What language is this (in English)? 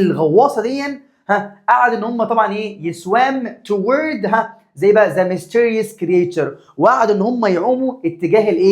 Egyptian Arabic